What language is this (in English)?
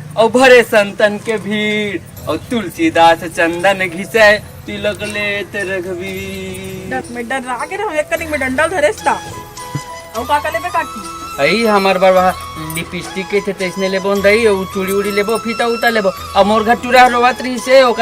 Chhattisgarhi